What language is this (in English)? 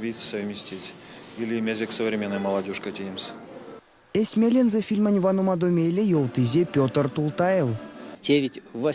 Erzya